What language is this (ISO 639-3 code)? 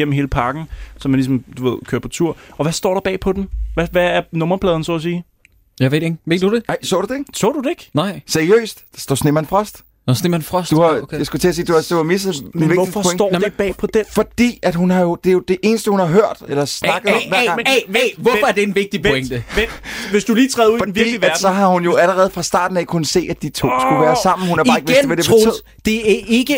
dan